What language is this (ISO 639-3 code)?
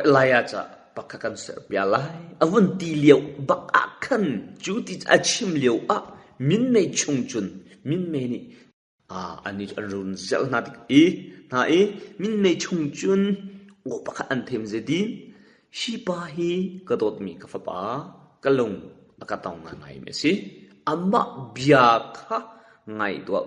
cnh